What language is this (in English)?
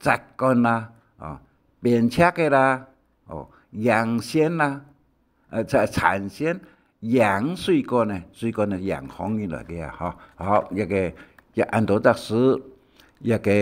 Hakka Chinese